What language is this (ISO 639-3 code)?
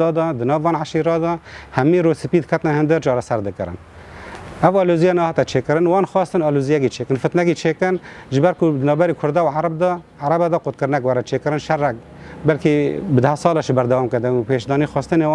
kur